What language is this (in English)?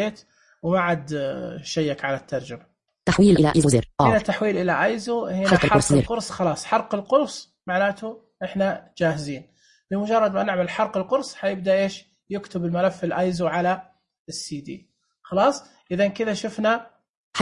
Najdi Arabic